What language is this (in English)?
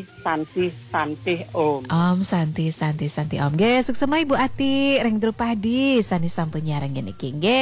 Balinese